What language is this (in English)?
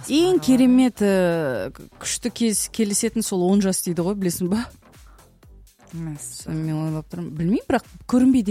Kazakh